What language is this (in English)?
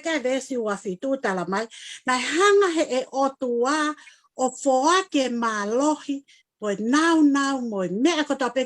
Tongan